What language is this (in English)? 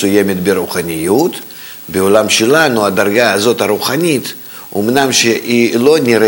Hebrew